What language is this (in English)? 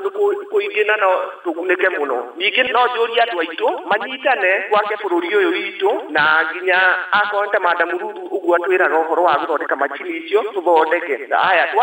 Kikuyu